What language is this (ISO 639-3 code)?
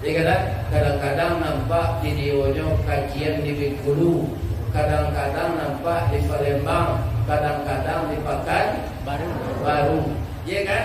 min